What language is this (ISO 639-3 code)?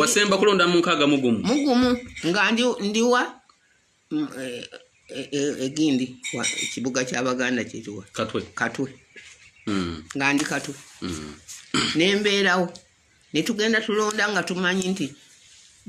lug